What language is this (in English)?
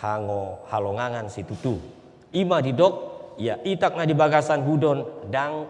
Batak Toba